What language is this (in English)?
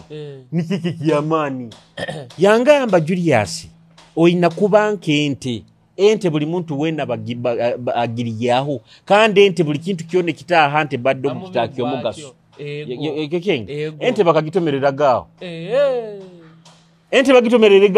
Nyoro